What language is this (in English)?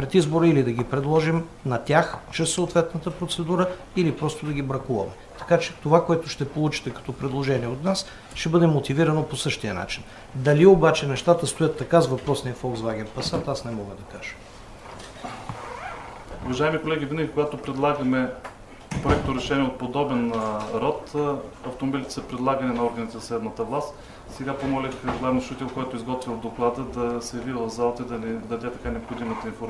Bulgarian